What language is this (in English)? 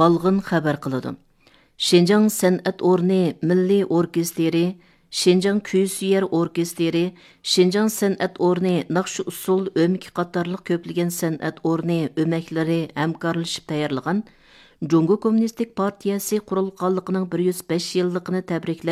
Uyghur